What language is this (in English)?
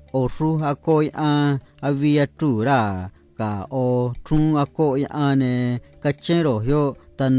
Copala Triqui